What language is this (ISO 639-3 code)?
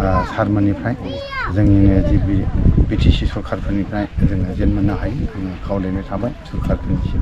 brx